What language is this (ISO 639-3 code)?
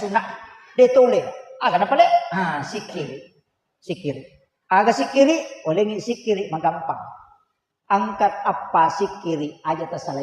bug